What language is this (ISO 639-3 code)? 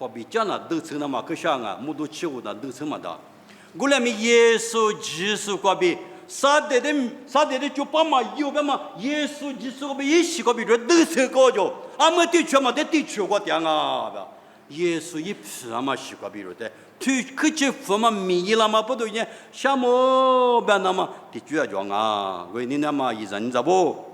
lis